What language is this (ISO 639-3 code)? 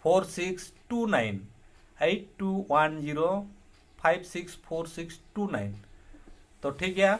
sat